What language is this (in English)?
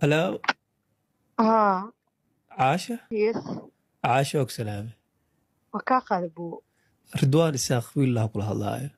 Somali